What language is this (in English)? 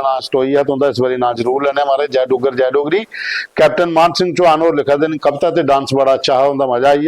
Dogri